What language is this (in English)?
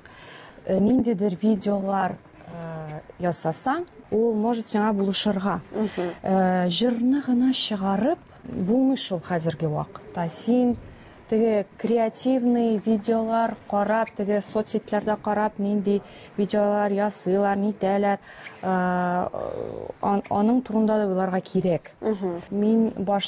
Tatar